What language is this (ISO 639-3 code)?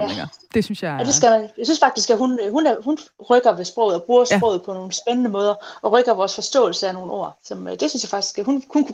dan